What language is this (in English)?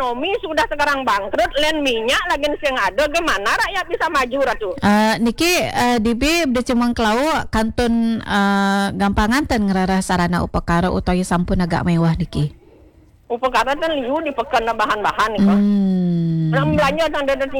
Balinese